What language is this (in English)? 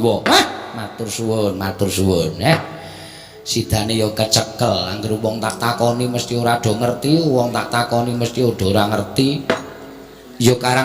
Javanese